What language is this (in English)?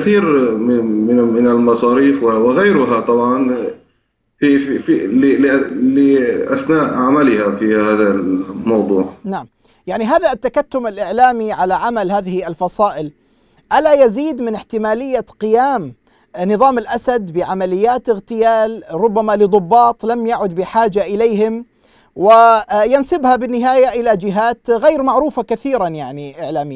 Arabic